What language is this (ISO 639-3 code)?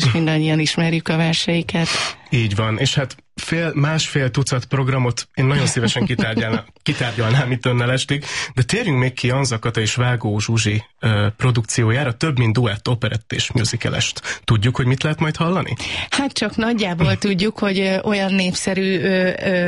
hun